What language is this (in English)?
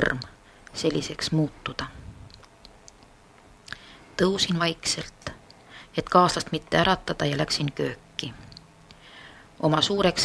Estonian